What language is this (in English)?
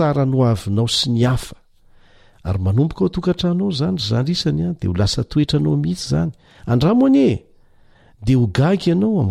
Malagasy